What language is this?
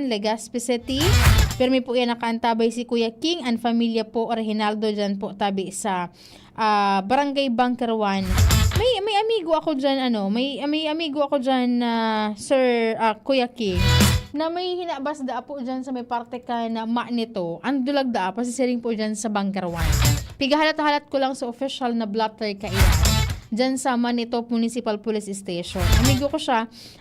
Bikol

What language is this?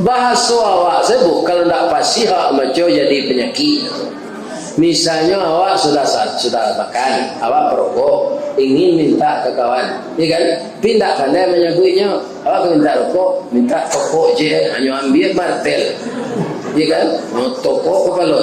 Minangkabau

